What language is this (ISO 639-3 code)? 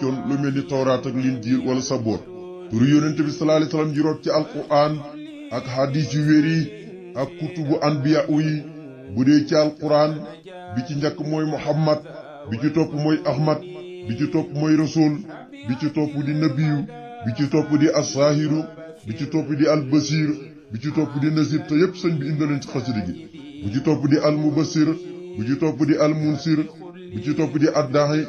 wol